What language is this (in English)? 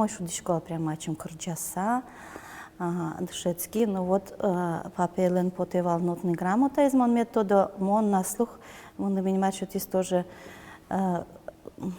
Udmurt